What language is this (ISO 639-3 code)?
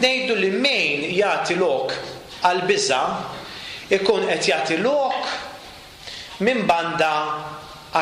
mlt